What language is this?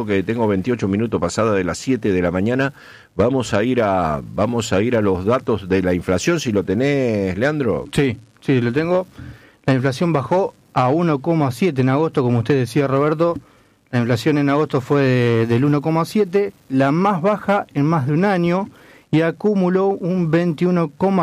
Spanish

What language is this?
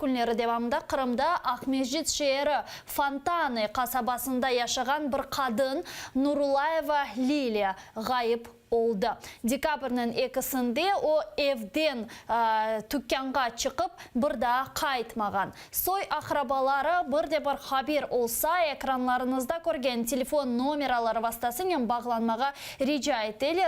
Crimean Tatar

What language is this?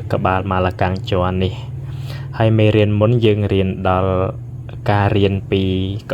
Khmer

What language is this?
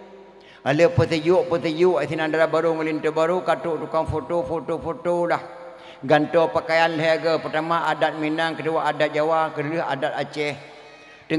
Achinese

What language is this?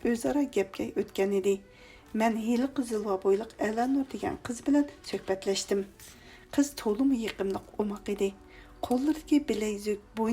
Uyghur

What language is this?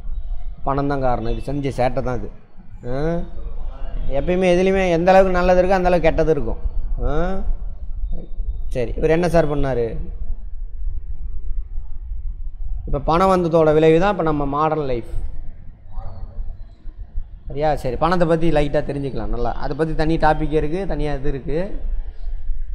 Tamil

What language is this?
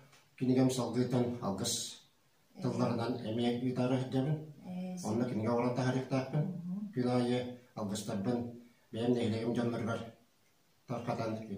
Yakut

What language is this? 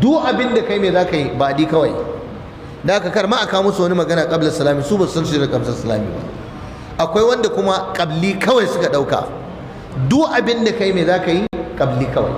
Hausa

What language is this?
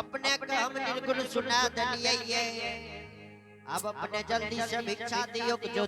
Angika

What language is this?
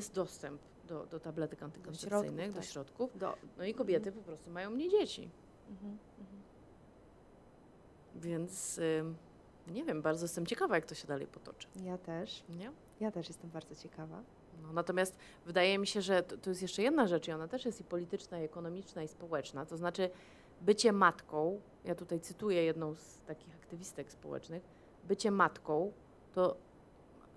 Polish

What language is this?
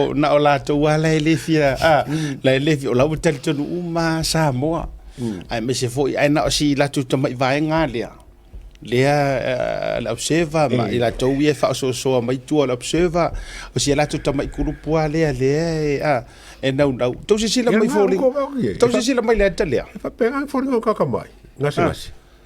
Samoan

